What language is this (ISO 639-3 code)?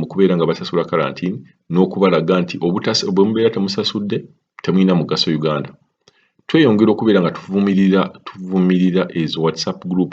lug